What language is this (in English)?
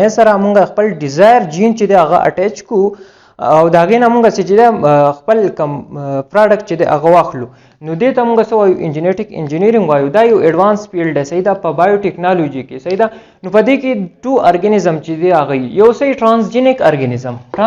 Pashto